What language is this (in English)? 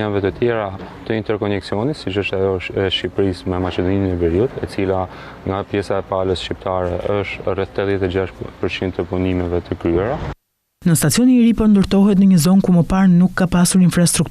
Albanian